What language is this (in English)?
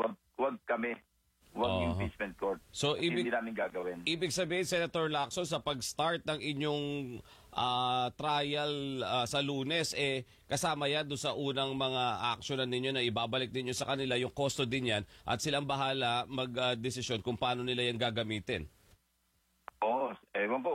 Filipino